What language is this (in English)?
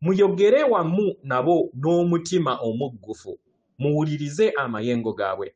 Ganda